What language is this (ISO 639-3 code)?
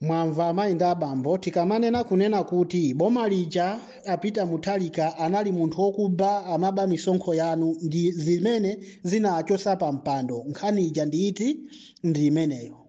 nya